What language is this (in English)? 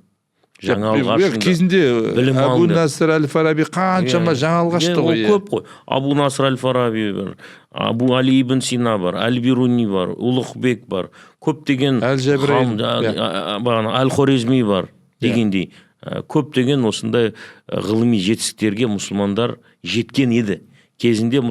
Kazakh